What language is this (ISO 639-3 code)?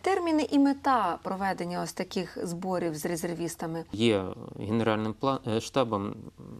ukr